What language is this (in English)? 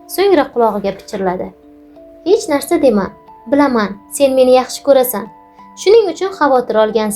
Uzbek